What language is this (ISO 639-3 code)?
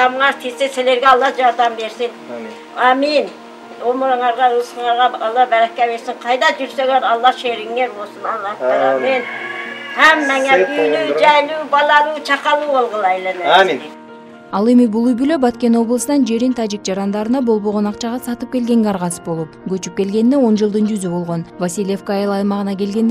kir